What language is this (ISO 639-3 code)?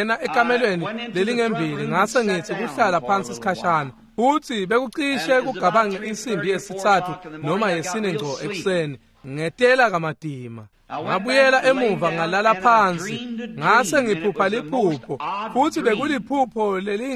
ssw